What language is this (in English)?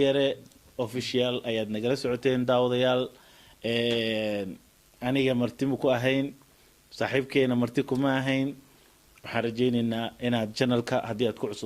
Somali